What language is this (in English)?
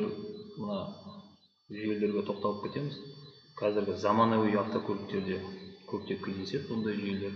Kazakh